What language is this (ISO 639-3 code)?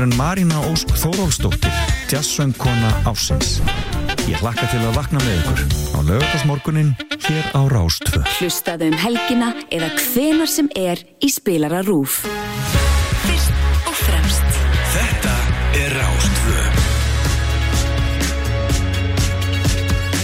isl